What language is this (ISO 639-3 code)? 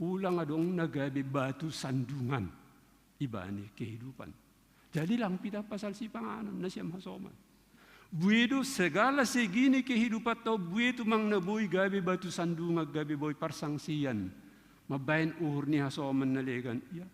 bts